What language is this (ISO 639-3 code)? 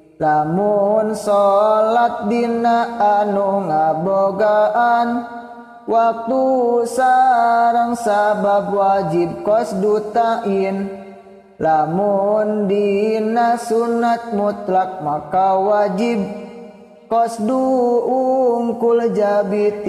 sun